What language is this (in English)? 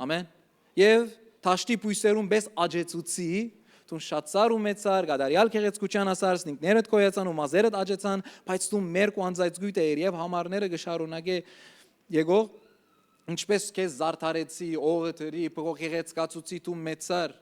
Western Armenian